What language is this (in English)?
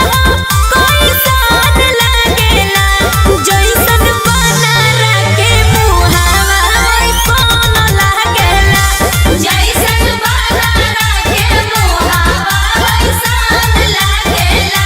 Magahi